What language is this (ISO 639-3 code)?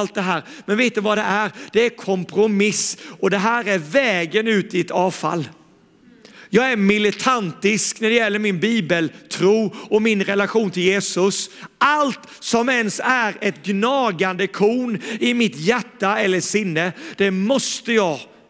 swe